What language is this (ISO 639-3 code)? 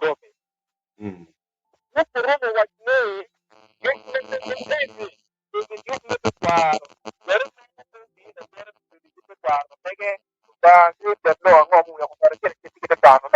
ach